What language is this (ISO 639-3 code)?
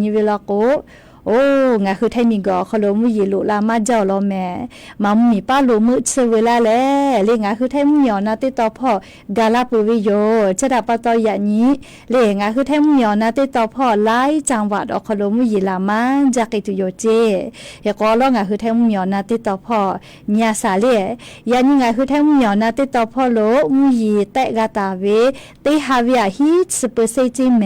lhu